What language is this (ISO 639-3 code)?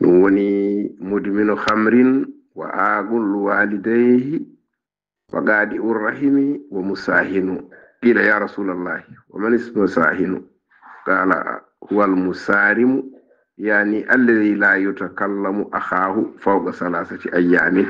ful